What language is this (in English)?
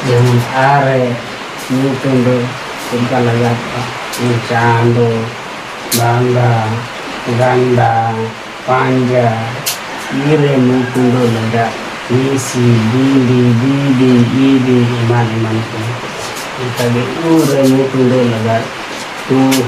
Santali